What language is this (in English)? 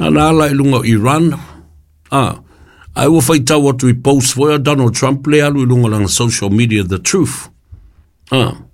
Samoan